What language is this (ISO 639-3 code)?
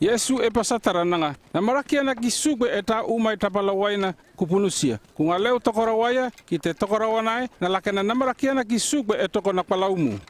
llp